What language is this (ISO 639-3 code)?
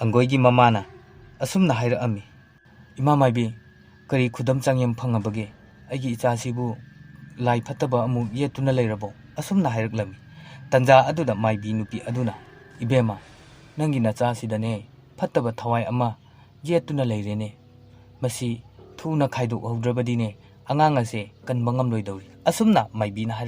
mni